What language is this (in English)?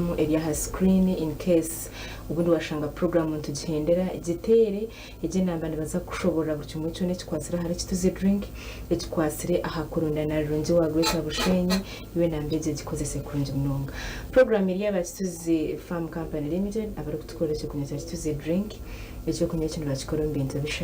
Nyankole